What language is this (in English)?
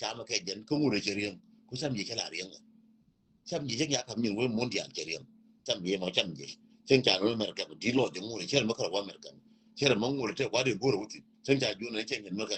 Nuer